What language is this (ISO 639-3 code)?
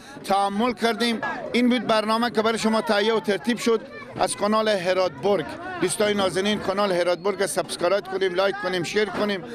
fas